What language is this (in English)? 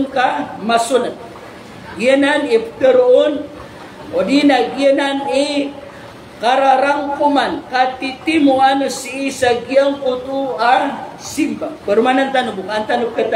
Maranao